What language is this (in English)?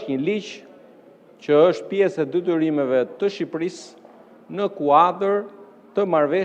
Albanian